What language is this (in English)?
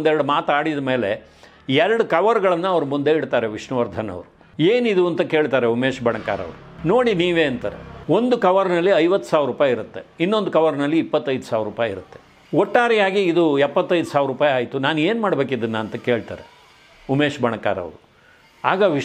Kannada